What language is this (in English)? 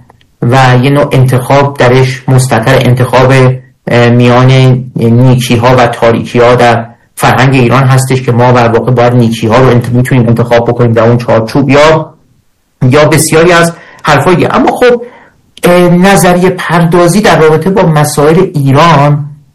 Persian